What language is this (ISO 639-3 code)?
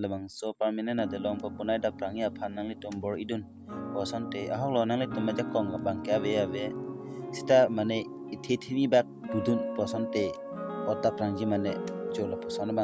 mjw